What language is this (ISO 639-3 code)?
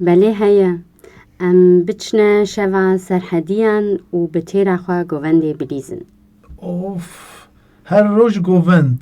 kur